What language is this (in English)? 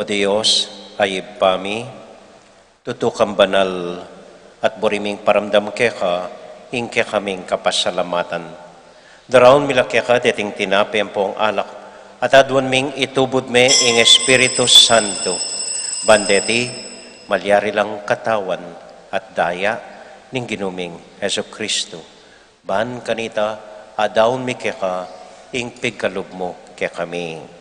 Pampanga